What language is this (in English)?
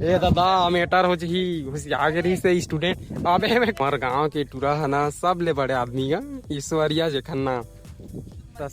Chhattisgarhi